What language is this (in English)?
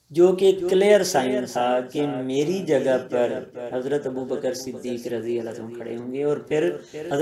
Urdu